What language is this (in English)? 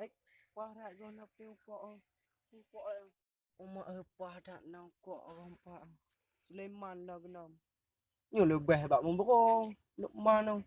Achinese